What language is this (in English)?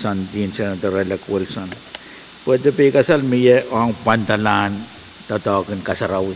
Pohnpeian